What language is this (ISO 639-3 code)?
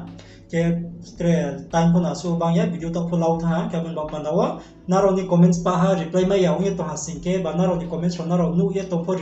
ria